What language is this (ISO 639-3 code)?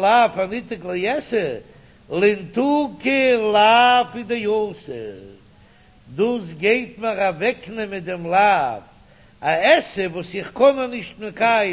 yid